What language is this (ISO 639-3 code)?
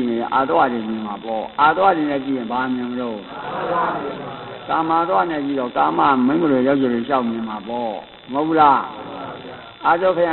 mya